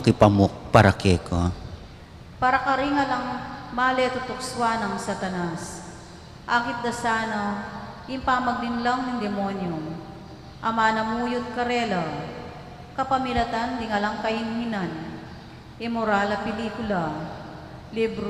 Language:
Pampanga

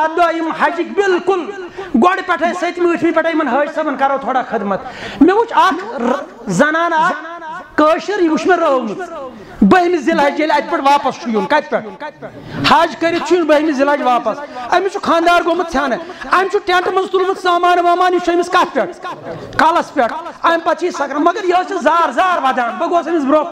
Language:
Kashmiri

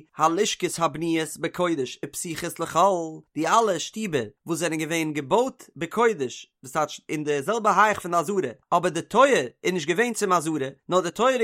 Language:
Yiddish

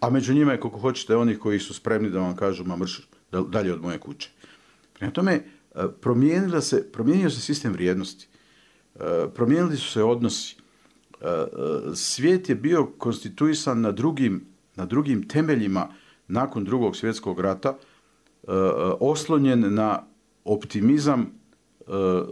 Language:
Bosnian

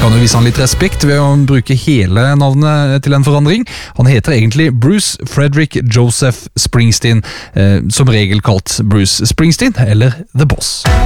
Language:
Norwegian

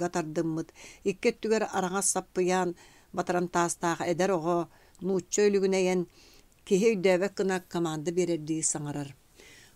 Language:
Yakut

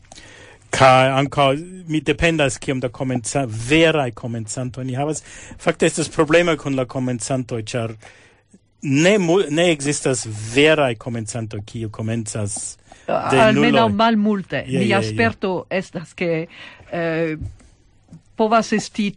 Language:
Esperanto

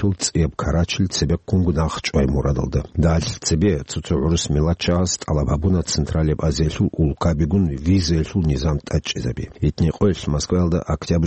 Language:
Avaric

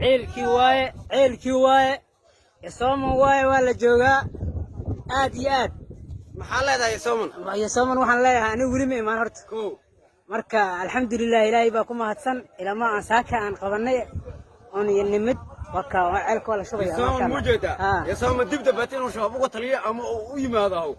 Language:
Somali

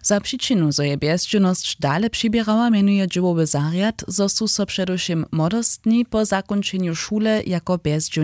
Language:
Upper Sorbian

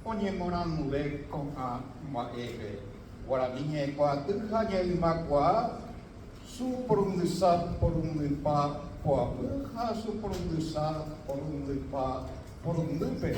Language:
Guarani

